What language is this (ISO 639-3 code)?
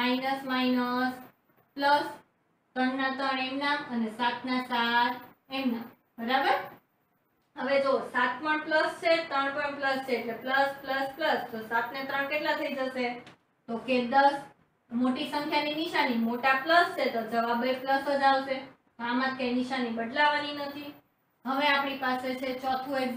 guj